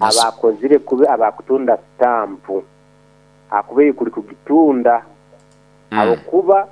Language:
Nyankole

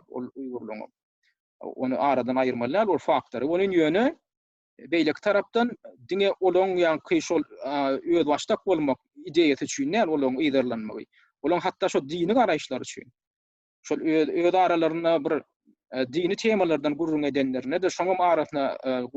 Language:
Turkmen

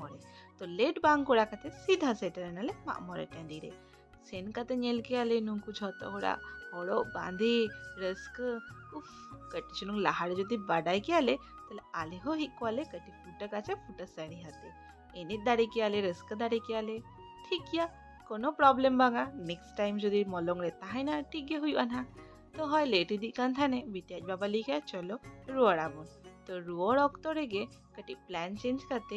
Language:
Santali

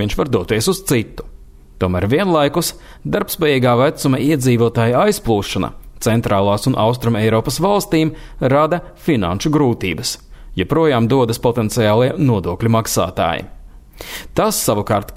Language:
Latvian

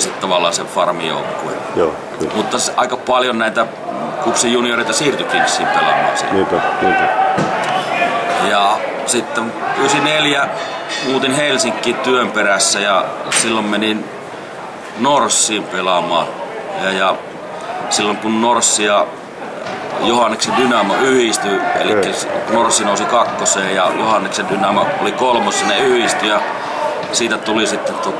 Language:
Finnish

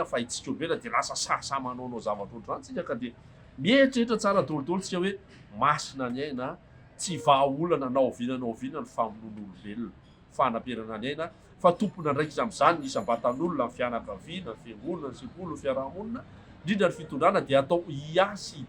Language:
Malagasy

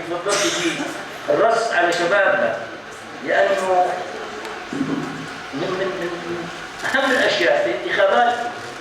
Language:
North Levantine Arabic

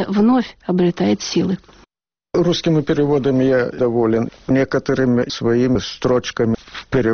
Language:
Russian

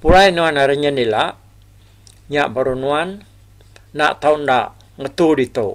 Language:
Iban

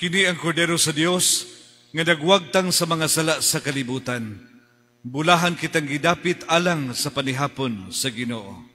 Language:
Cebuano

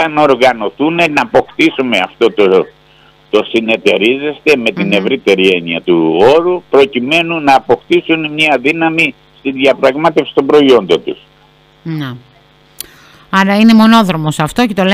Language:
Greek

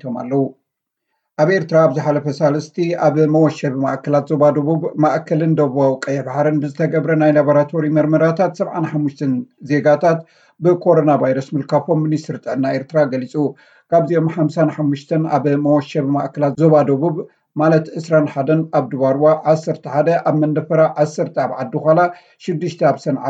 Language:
Tigrinya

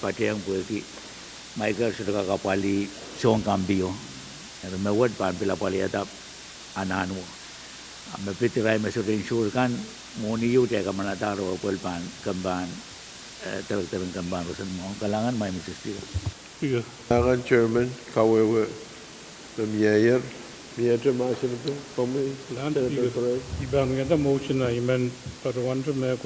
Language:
Pohnpeian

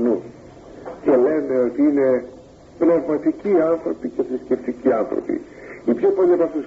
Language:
Greek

